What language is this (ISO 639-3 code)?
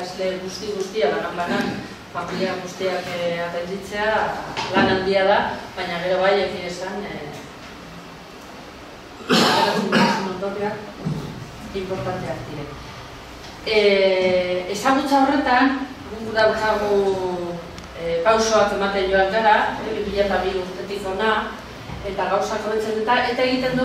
eus